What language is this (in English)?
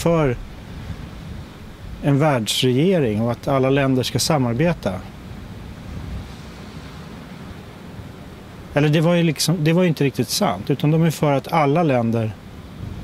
Swedish